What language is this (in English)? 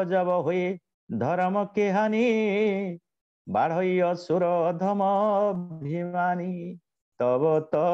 Odia